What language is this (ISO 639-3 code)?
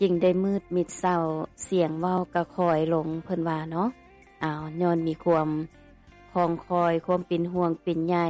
lao